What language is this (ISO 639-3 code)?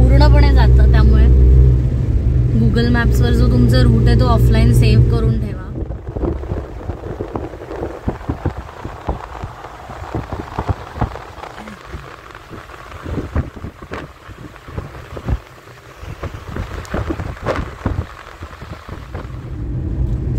mar